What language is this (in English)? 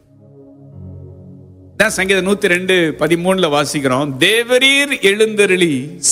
Tamil